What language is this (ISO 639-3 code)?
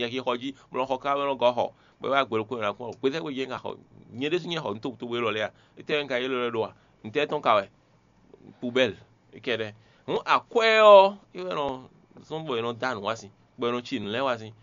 fon